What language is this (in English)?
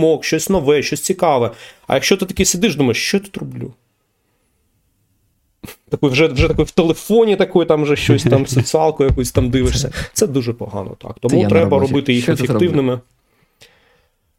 Ukrainian